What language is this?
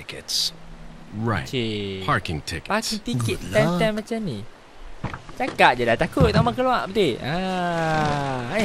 Malay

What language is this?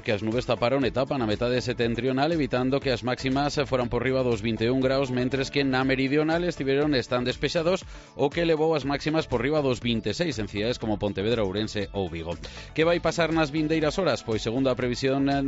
Galician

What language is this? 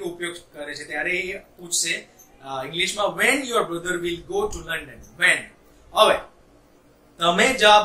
Gujarati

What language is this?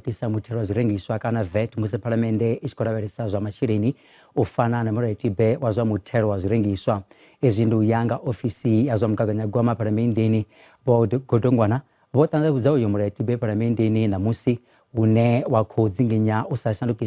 Venda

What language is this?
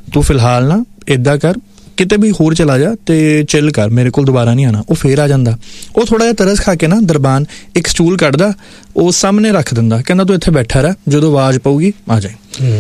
Punjabi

